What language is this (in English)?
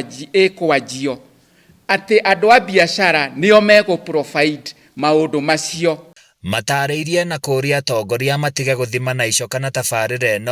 Kikuyu